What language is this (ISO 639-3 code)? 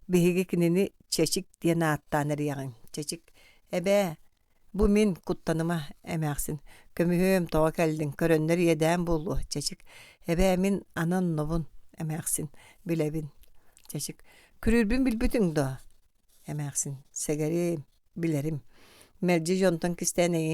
sah